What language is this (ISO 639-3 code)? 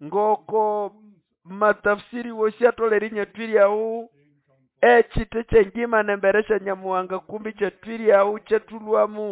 nnb